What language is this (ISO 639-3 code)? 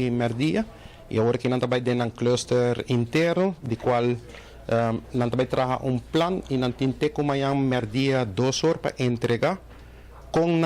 pap